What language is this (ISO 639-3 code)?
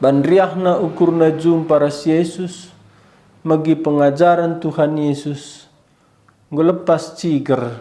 btx